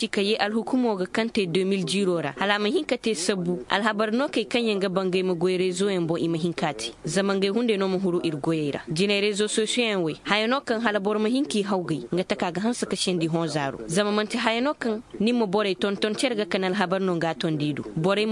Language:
Koyraboro Senni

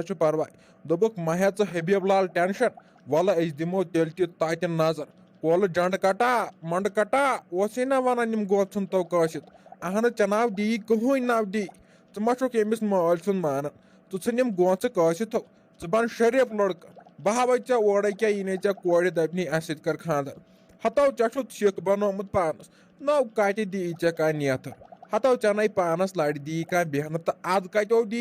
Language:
Kashmiri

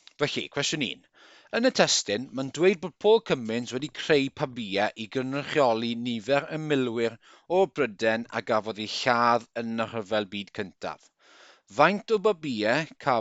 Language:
Welsh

